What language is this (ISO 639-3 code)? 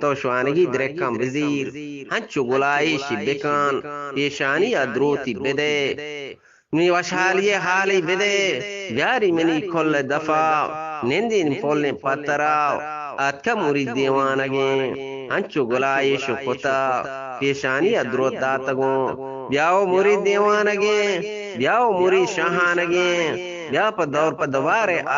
bgp